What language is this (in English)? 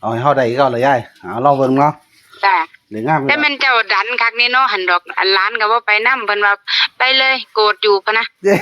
Northeastern Thai